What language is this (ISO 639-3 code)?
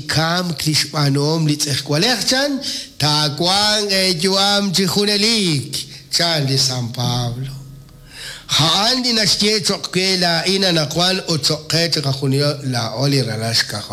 kek